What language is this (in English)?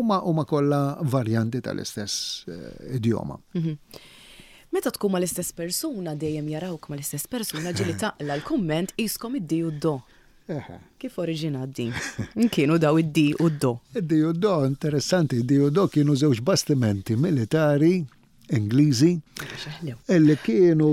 Maltese